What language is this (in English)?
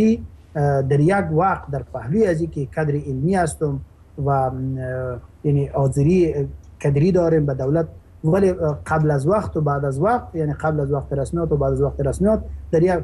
Persian